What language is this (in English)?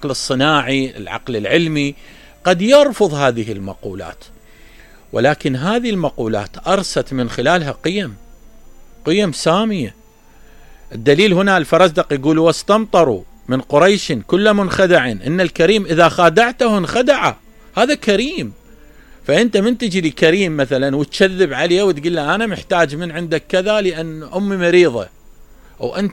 Mesopotamian Arabic